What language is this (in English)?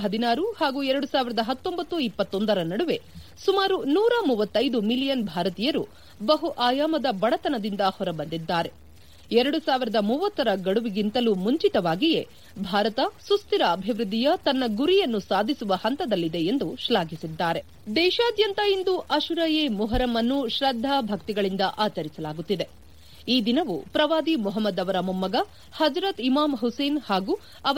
Kannada